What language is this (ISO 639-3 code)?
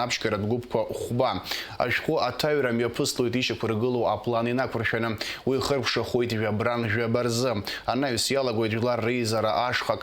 abk